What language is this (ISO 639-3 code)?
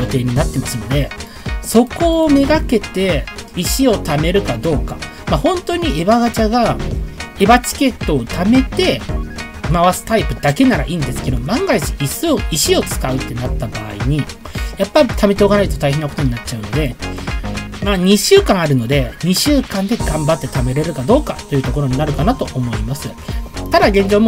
jpn